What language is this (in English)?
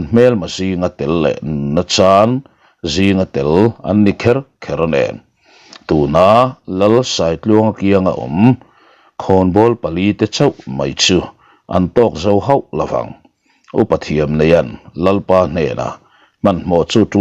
Mizo